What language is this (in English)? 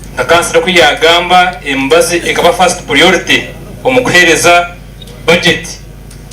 Nyankole